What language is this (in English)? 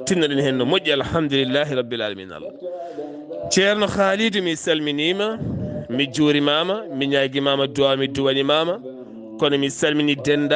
Fula